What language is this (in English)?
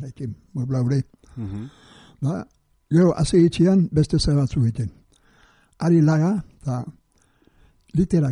Basque